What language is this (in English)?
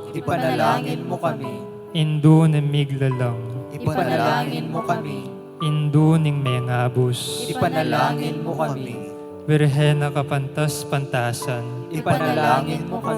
Pampanga